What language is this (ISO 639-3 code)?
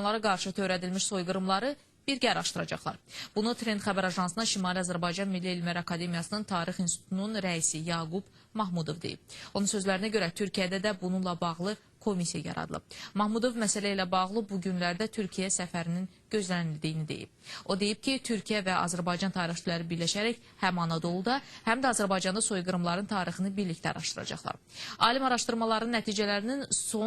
aze